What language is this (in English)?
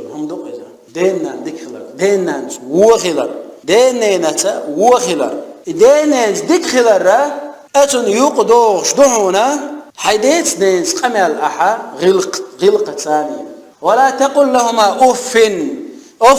Chechen